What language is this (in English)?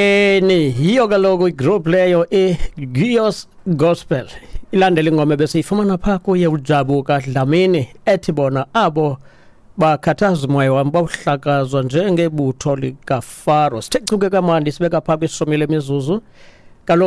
Xhosa